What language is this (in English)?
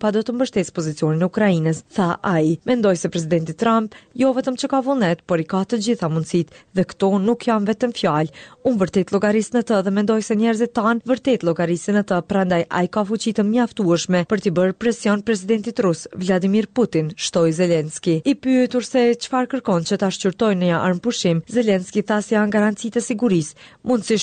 Albanian